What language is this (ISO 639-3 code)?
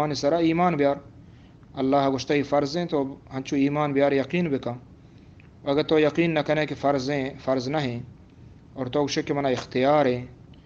bgp